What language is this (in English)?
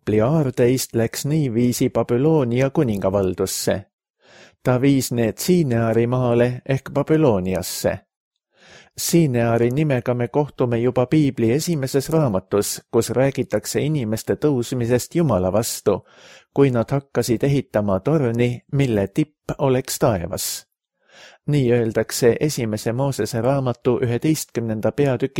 Estonian